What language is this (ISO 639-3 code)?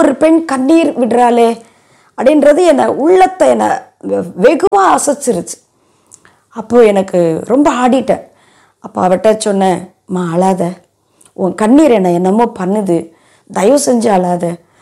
tam